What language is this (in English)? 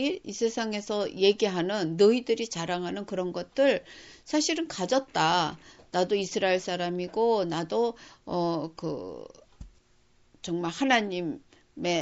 Korean